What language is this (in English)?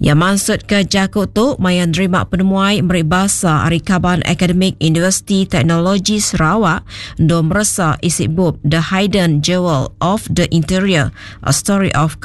Iban